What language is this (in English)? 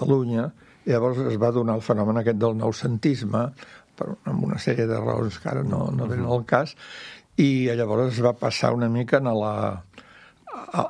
Catalan